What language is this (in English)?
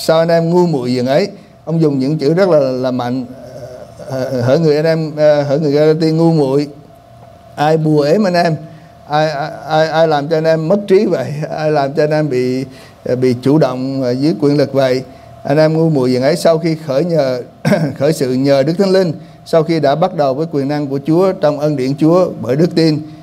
Vietnamese